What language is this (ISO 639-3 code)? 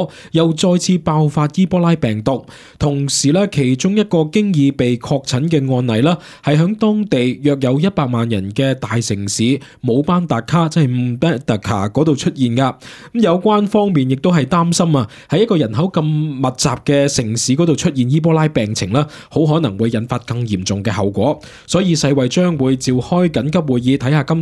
yue